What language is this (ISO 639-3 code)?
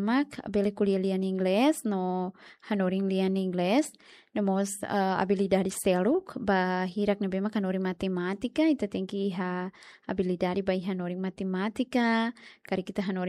tet